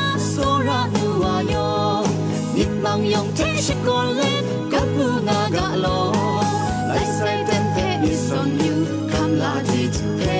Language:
Kachin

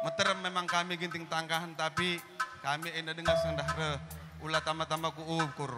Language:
Batak Karo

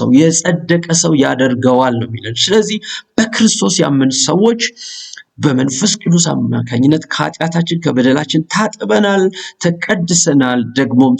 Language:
Amharic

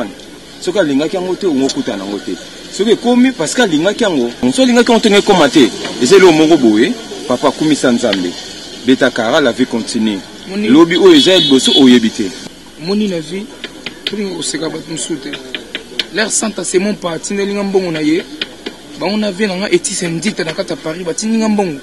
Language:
Lingala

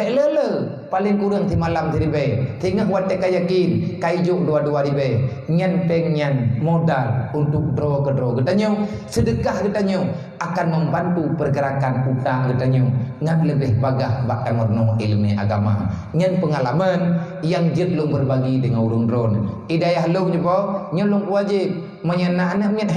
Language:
Achinese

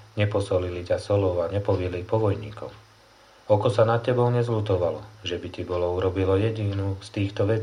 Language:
Slovak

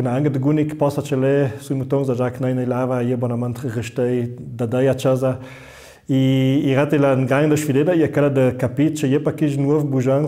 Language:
Ladin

